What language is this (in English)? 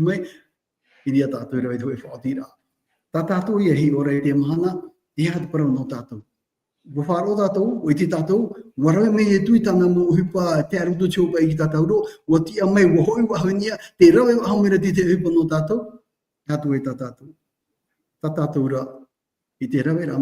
Tahitian